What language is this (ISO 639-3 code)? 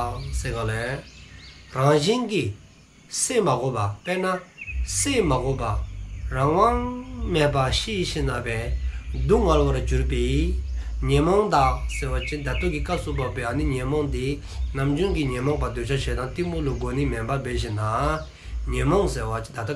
dzo